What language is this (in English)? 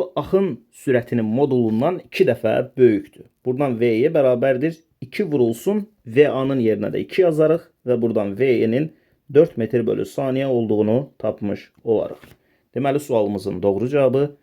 Azerbaijani